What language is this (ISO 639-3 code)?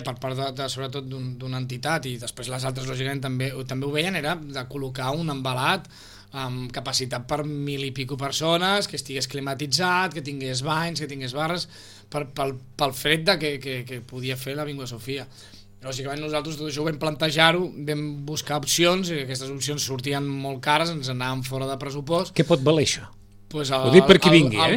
cat